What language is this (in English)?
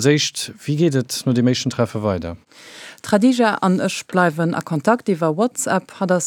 Luxembourgish